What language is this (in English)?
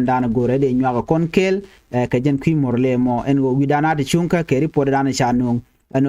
Nuer